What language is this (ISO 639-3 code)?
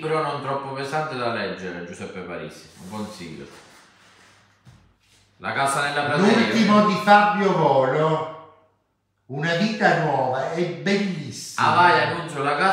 ita